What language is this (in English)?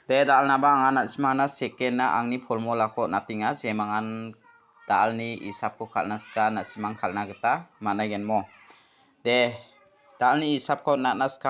Garo